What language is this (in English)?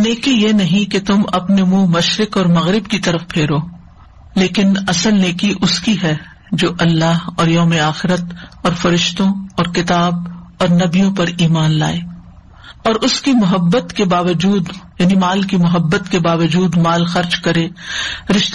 Urdu